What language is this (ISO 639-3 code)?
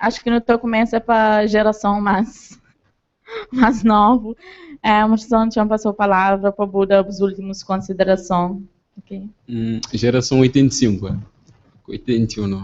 kea